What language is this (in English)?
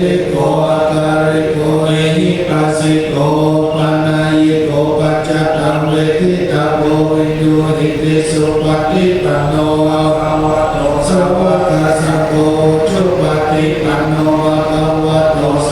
Pali